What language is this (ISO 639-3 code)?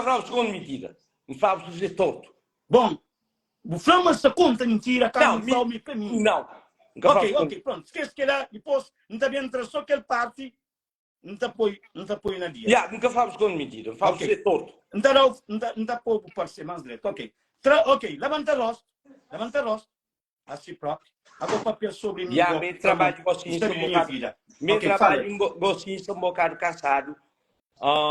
kea